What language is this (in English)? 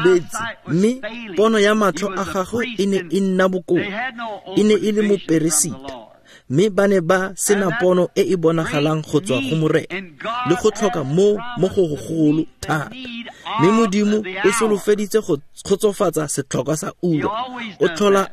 Tswana